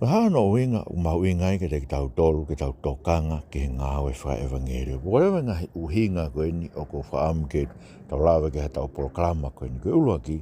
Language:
Tongan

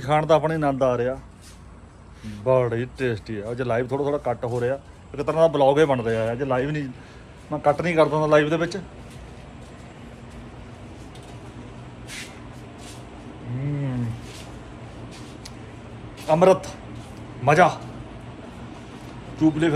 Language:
Punjabi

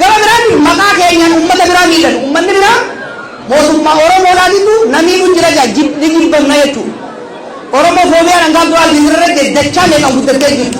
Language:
Oromo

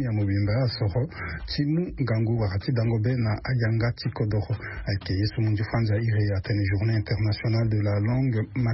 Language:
Sango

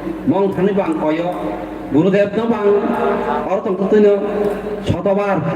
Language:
Kok Borok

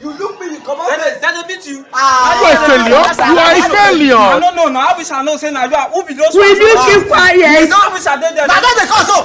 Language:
Nigerian Pidgin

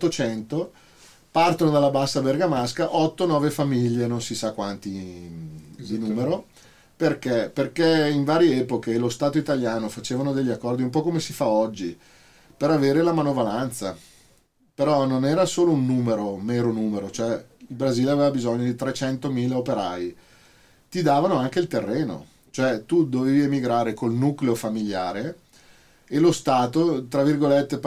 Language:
Italian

